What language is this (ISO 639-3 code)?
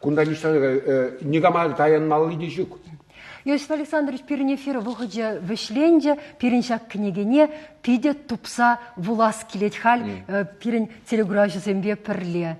chv